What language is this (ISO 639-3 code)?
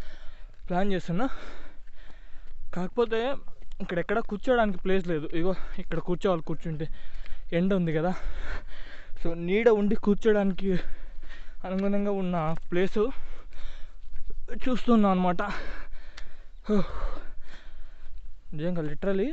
tel